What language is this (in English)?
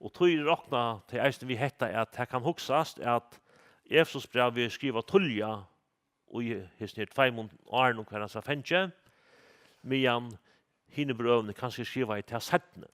Faroese